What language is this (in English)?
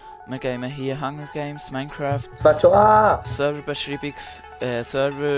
Swiss German